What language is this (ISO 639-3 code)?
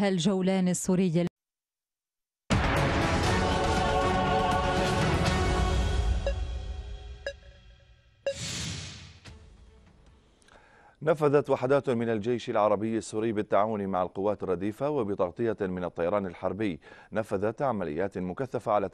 ara